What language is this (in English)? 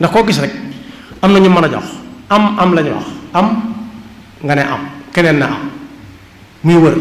Wolof